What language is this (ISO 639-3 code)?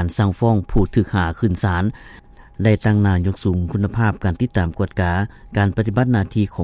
lao